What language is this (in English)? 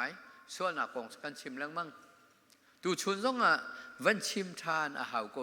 Hakha Chin